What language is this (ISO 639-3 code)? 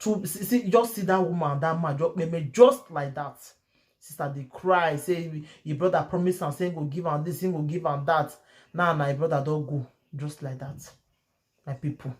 pcm